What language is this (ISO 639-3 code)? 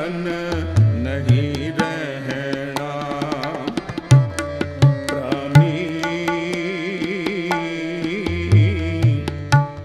pan